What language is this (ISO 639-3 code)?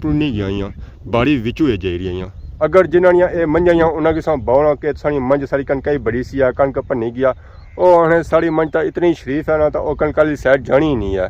phr